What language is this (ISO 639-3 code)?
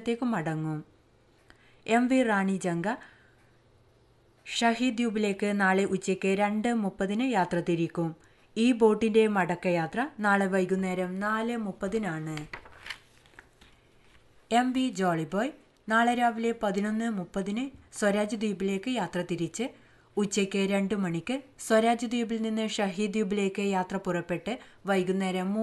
mal